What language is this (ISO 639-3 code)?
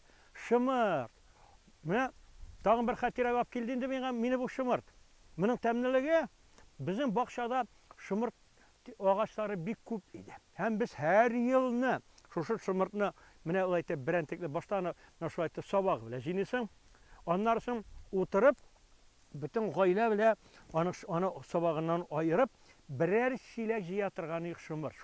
tat